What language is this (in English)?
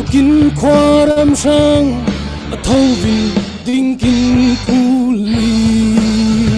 Falam Chin